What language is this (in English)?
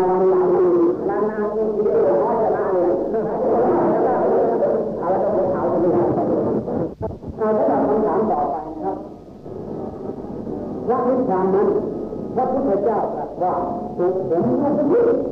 Thai